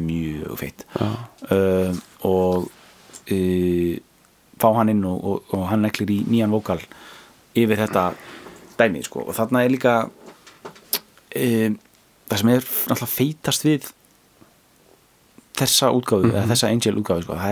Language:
Icelandic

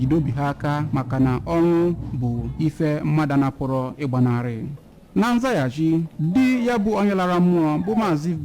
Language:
Igbo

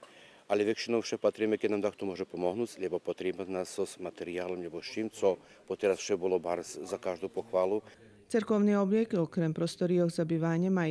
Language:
Rusyn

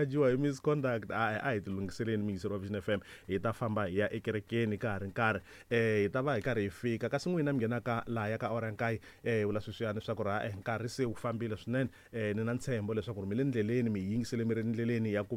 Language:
Tsonga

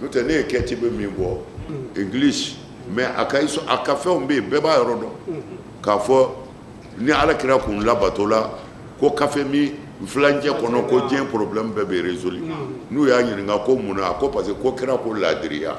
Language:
Bambara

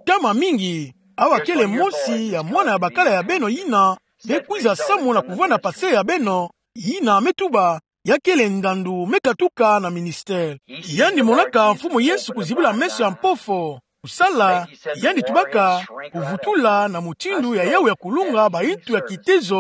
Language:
Kituba (Democratic Republic of Congo)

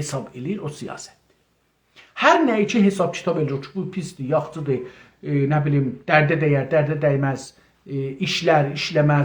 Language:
South Azerbaijani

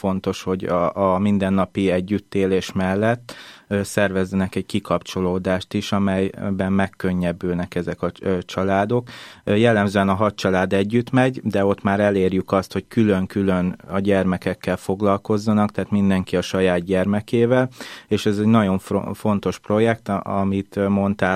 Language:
Hungarian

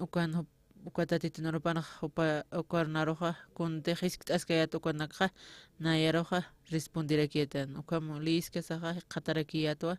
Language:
Aymara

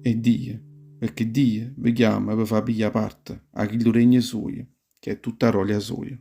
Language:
Neapolitan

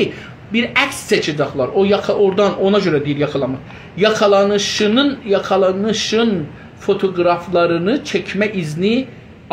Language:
South Azerbaijani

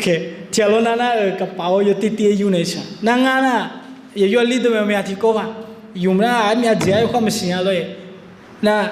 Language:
Akha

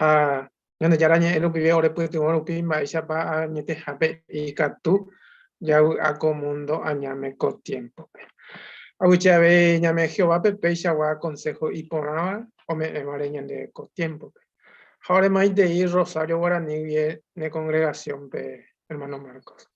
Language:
Guarani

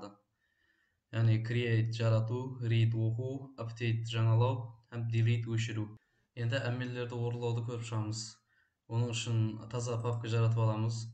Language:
Kara-Kalpak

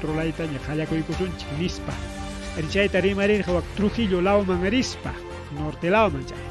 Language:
Ayacucho Quechua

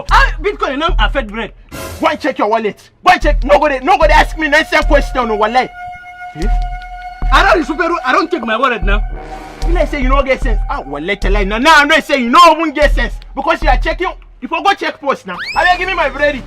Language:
Nigerian Pidgin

